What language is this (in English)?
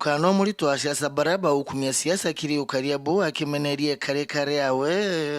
Meru